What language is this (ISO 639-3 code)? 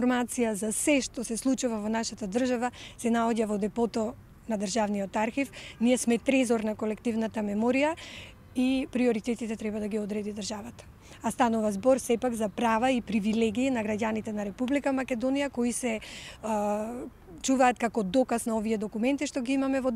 mkd